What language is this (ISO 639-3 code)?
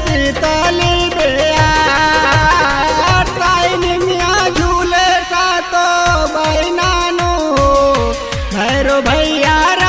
bho